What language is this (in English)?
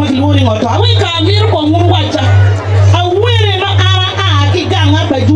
Acoli